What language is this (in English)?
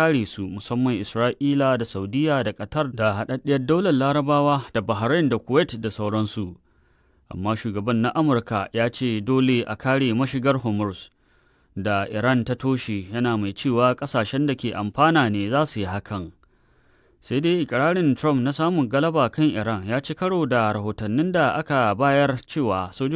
Hausa